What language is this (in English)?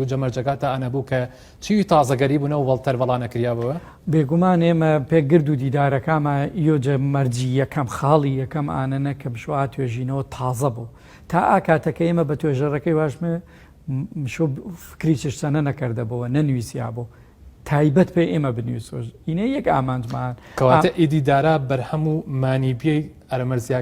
Gurani